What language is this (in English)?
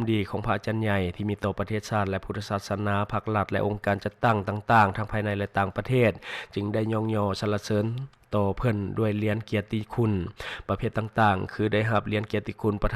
Lao